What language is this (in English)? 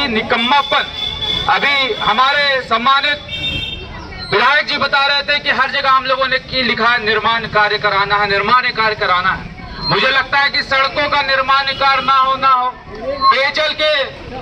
Hindi